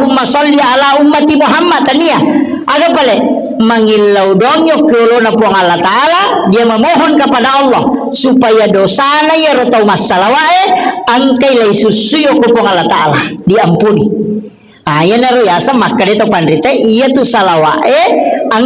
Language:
Buginese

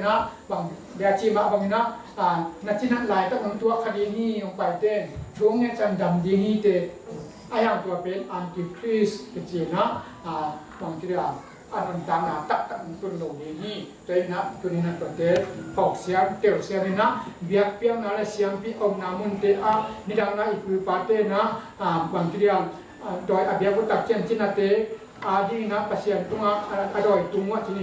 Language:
Tedim Chin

